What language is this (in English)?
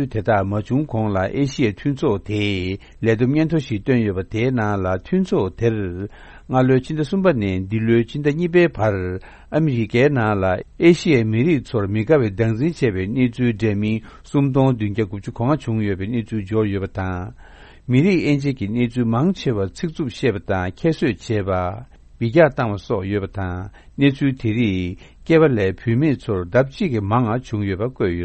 Tibetan